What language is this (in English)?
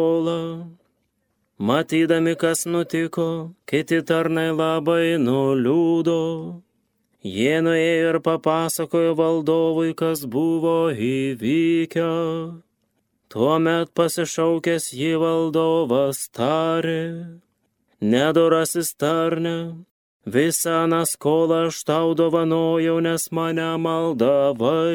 Lithuanian